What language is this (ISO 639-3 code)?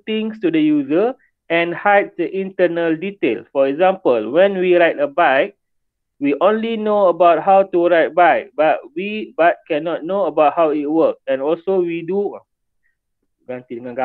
msa